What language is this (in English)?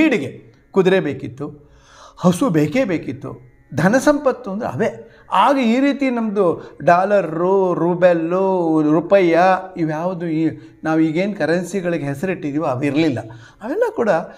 Kannada